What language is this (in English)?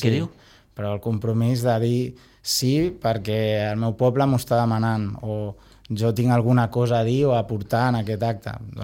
Catalan